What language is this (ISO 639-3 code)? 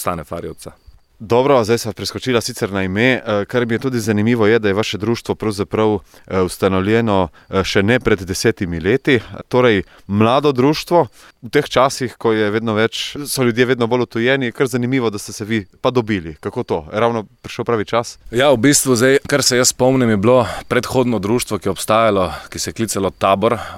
slv